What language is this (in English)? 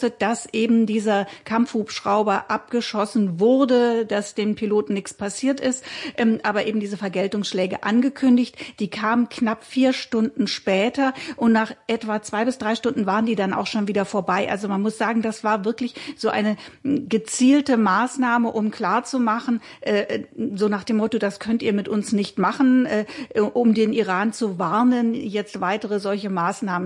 German